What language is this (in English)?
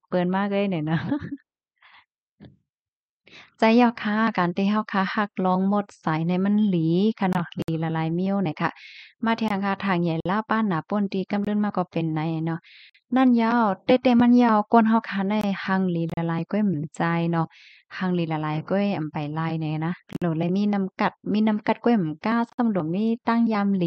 Shan